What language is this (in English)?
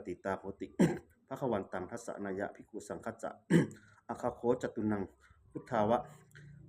Pali